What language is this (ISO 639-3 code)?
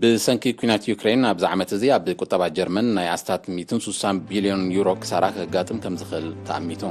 tir